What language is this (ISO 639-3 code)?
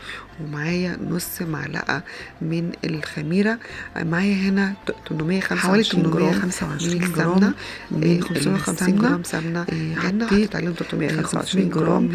arz